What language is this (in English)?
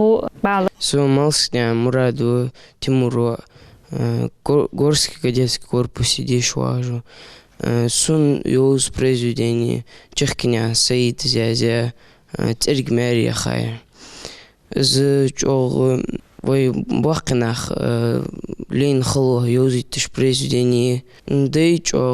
Ingush